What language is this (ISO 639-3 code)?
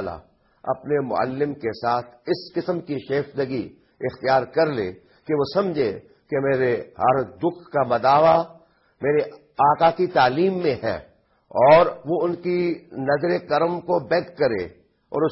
urd